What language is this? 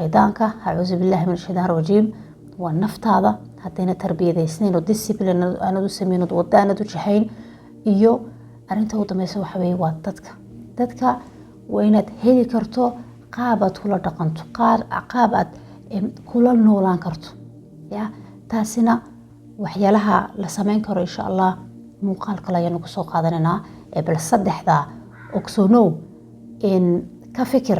Somali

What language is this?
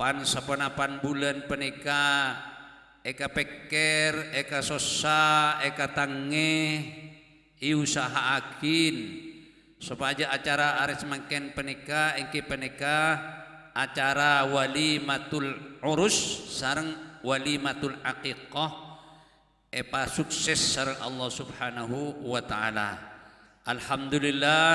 Madurese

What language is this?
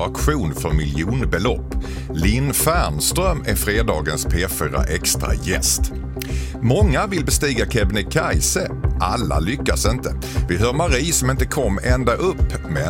Swedish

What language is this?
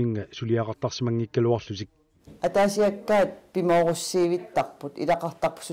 Kalaallisut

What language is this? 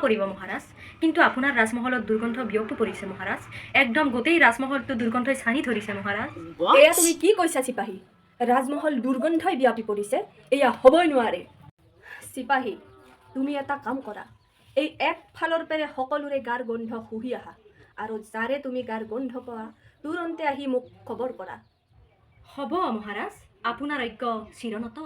Assamese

